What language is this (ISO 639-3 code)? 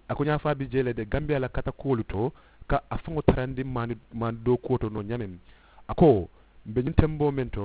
man